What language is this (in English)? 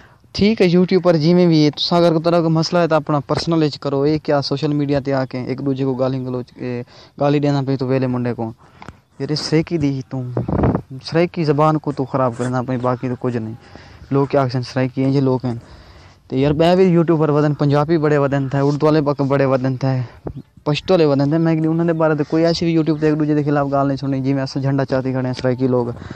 Saraiki